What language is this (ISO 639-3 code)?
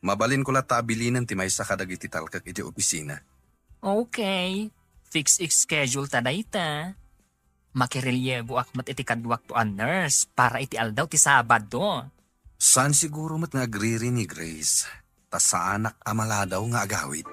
ilo